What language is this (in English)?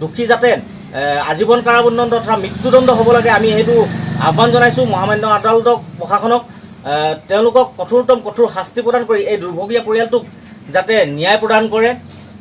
Assamese